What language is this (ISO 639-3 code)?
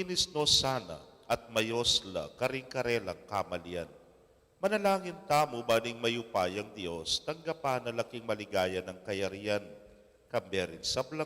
pam